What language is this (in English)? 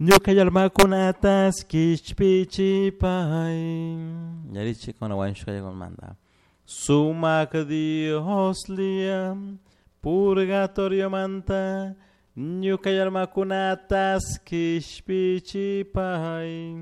Chimborazo Highland Quichua